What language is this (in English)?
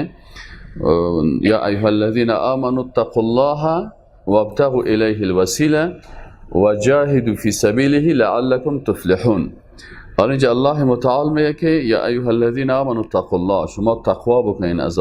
Persian